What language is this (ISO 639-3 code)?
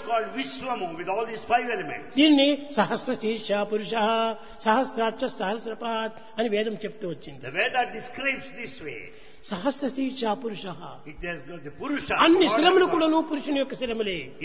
tel